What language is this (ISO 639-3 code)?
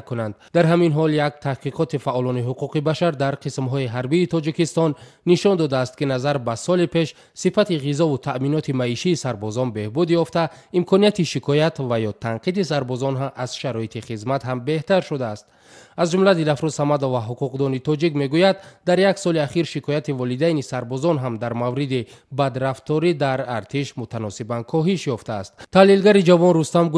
tgk